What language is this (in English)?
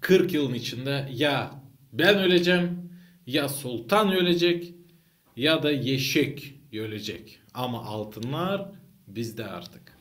Gagauz